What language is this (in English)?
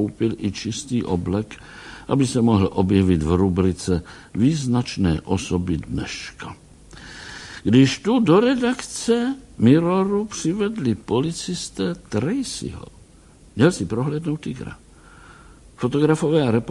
Czech